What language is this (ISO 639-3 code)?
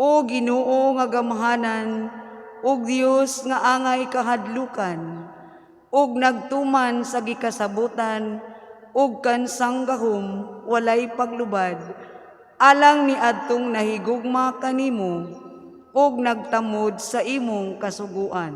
ceb